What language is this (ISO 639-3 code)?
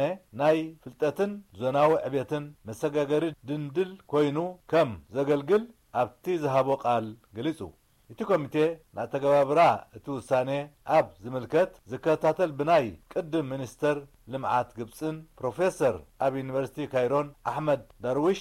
tir